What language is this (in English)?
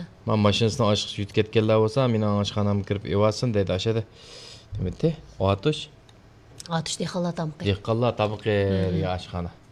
Uyghur